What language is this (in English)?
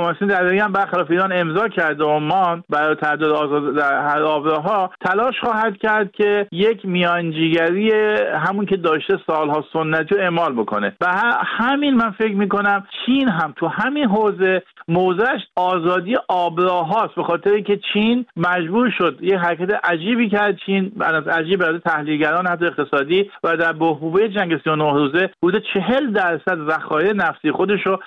Persian